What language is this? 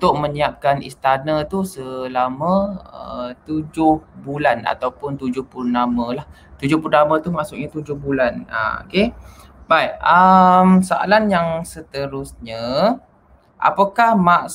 Malay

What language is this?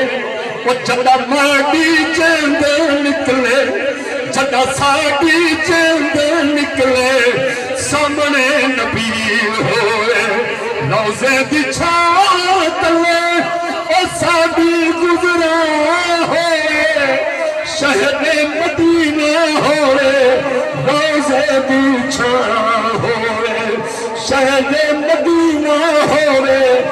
Saraiki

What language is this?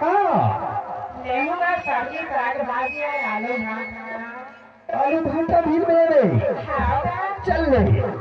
Chhattisgarhi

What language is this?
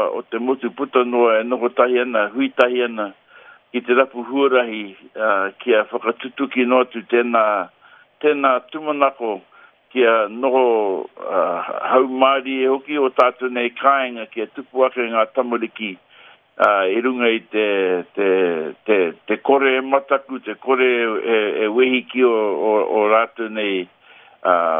Māori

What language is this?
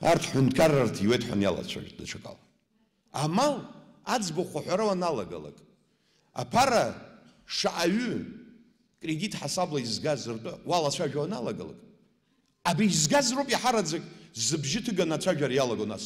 Abkhazian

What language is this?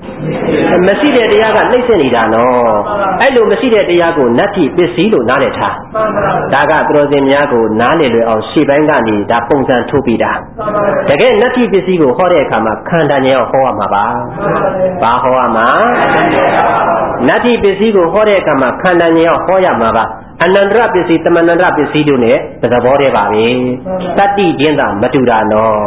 Burmese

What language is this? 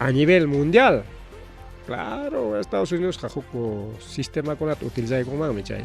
Ayacucho Quechua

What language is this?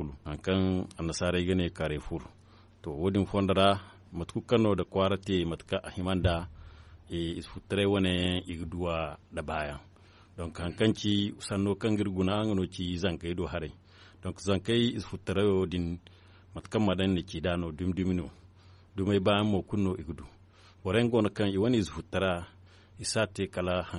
Zarma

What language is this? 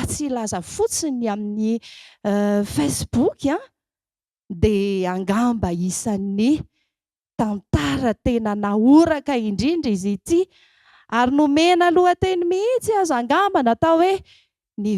Malagasy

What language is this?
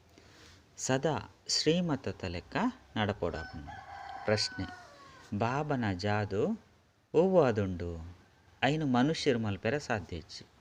Tulu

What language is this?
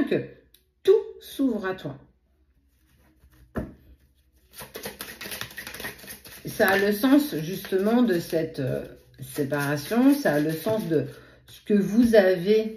French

